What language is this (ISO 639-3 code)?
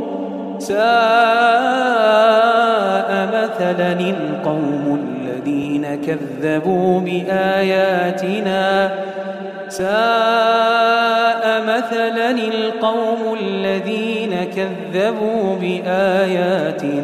ara